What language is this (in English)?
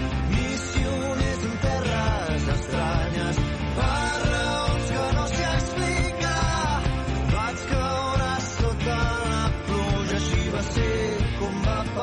Catalan